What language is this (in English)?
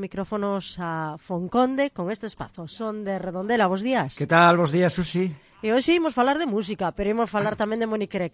Galician